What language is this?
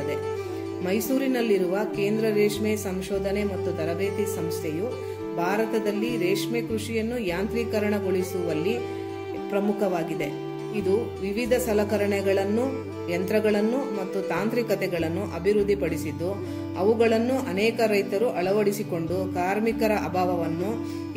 Kannada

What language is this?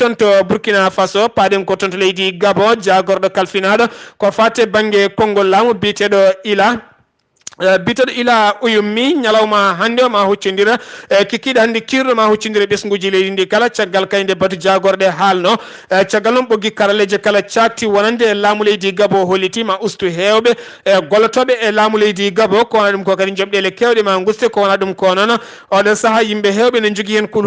Fula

